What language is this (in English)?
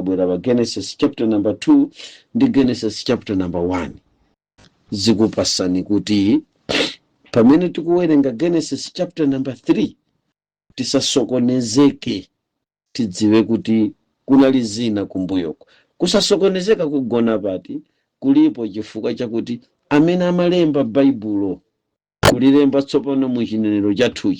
Nyanja